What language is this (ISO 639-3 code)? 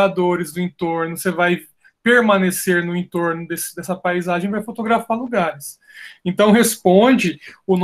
por